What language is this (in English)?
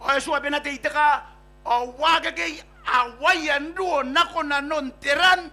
Gilbertese